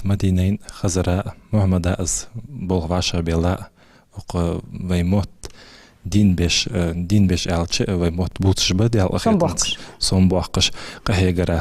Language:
Ingush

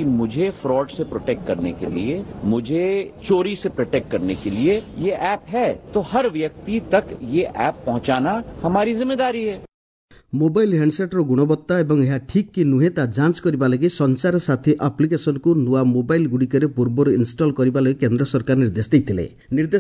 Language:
Odia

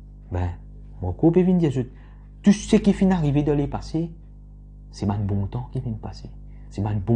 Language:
Morisyen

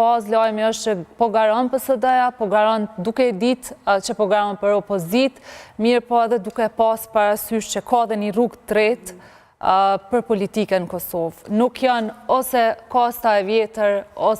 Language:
Albanian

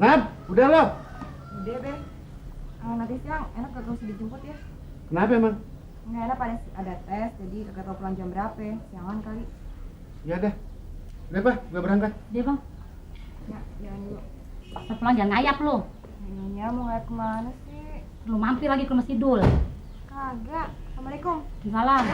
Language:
Betawi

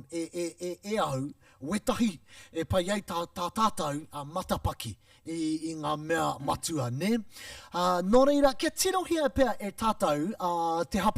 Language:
Māori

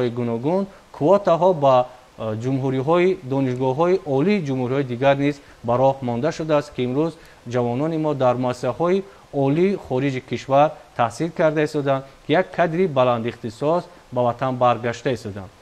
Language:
Tajik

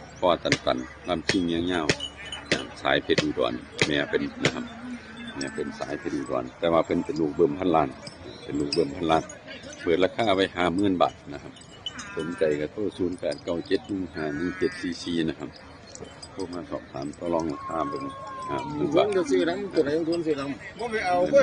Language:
Northeastern Thai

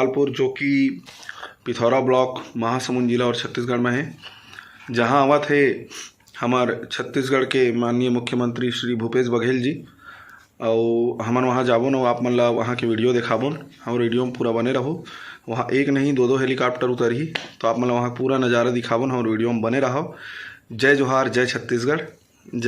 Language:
Chhattisgarhi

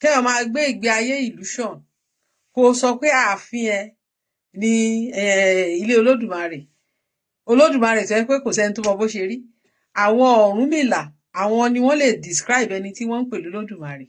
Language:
Yoruba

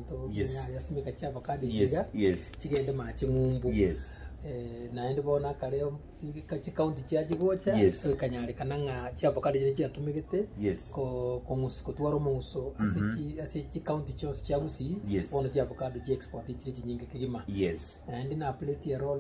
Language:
Gusii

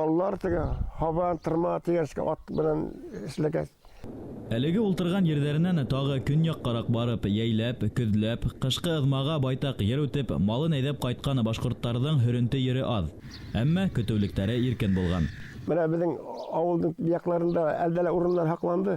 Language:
Bashkir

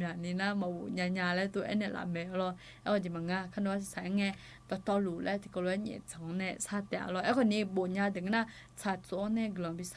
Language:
Akha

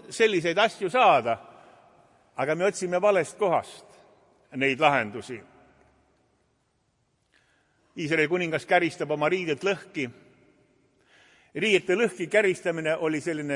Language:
Estonian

